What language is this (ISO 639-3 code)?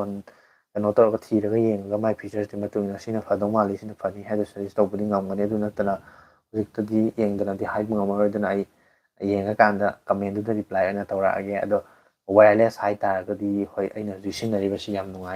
mni